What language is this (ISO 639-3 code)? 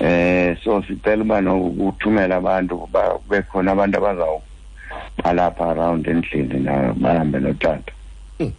xho